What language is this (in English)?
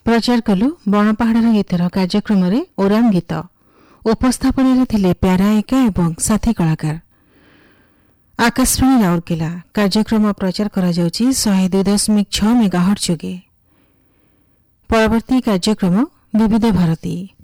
Odia